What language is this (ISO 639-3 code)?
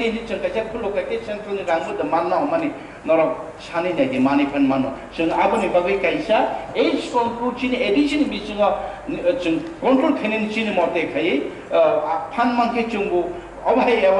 trp